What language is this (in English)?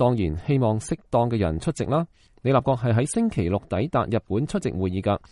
Cantonese